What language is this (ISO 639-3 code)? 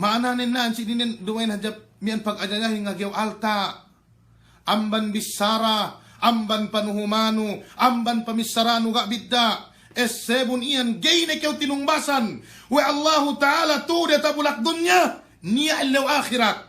yka